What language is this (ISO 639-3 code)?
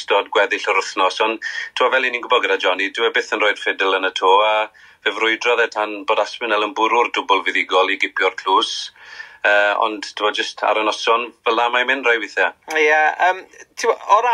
cym